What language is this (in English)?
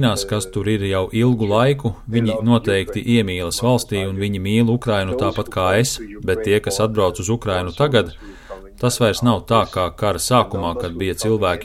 Latvian